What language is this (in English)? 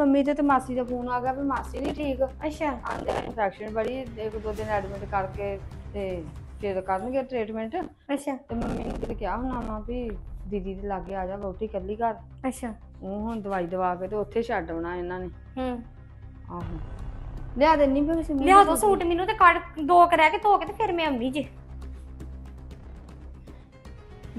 Punjabi